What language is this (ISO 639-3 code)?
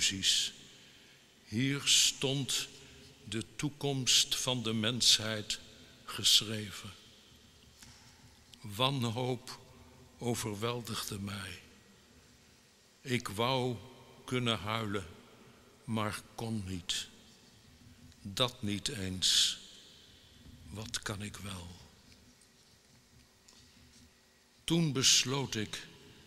nld